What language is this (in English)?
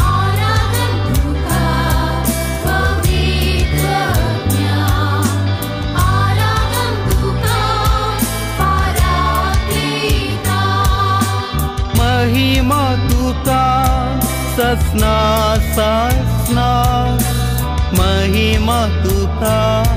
Konkani